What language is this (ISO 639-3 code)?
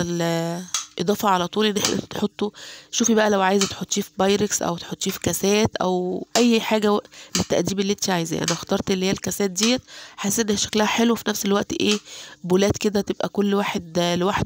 arz